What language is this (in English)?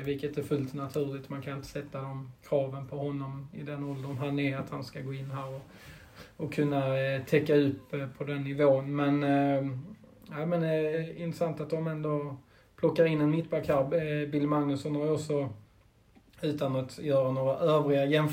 Swedish